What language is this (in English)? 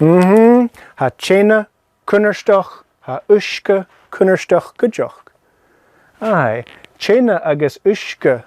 Scottish Gaelic